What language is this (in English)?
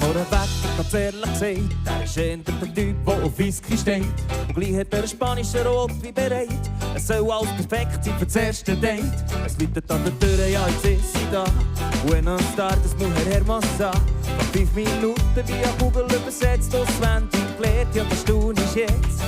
Swiss German